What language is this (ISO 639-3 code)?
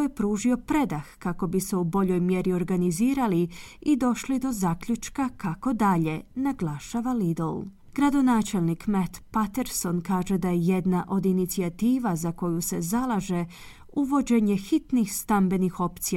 hrv